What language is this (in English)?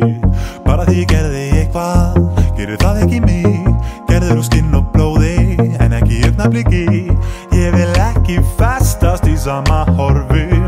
Icelandic